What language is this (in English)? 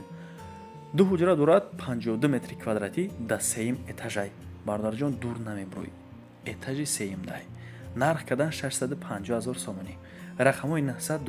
Tajik